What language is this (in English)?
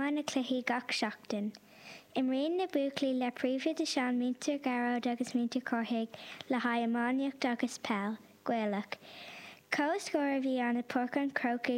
Irish